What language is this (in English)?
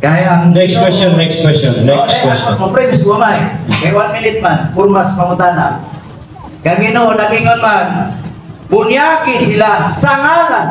Cebuano